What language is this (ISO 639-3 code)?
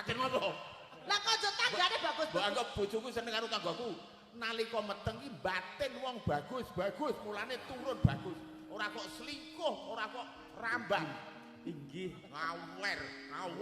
jav